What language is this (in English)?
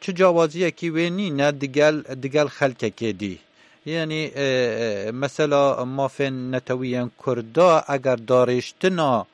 Kurdish